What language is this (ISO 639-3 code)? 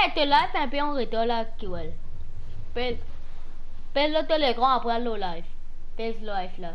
mfe